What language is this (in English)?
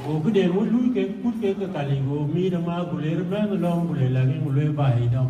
Dinka